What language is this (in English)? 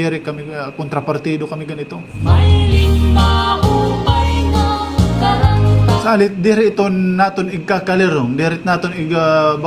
Waray